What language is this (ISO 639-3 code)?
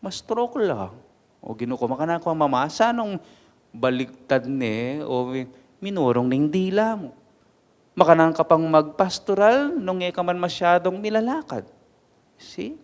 pam